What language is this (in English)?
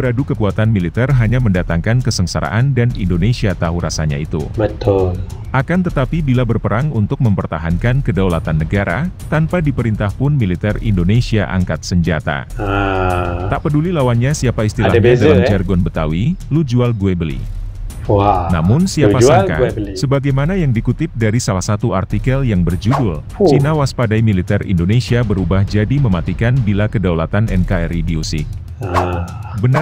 Indonesian